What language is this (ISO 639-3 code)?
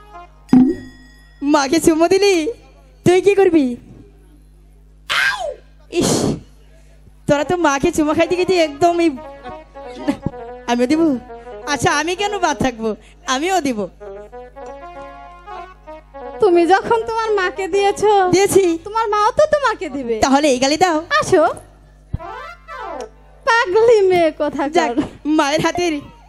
ben